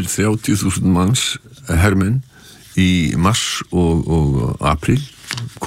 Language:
Icelandic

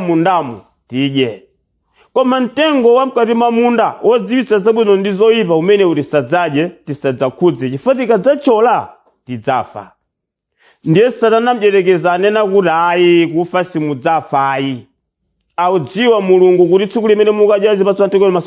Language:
Nyanja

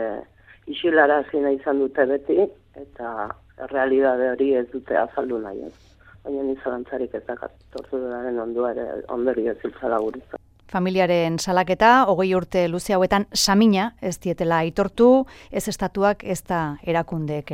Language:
Basque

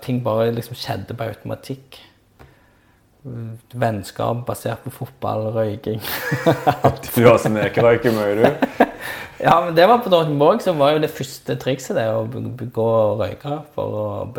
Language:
Norwegian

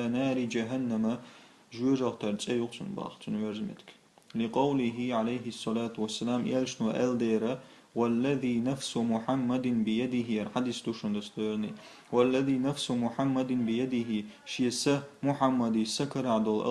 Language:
Chechen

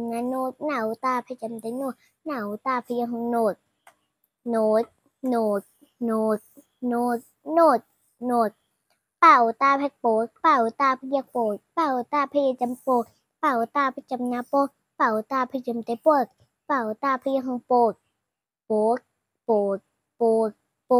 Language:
Shan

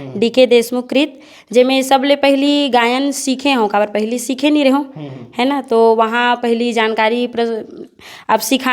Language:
Chhattisgarhi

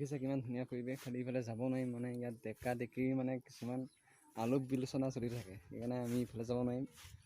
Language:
Assamese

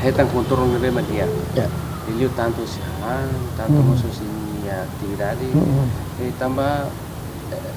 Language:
Tetum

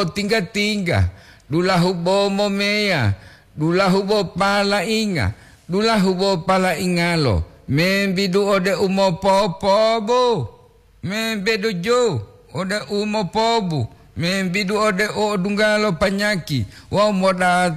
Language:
Gorontalo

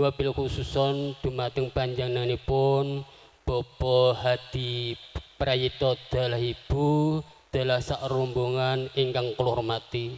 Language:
Javanese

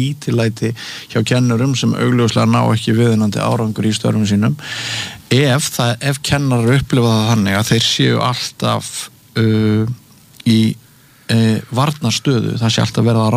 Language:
Icelandic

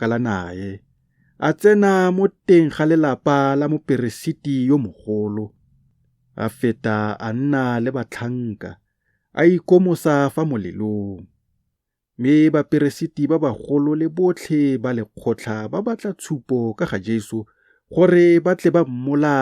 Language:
Tswana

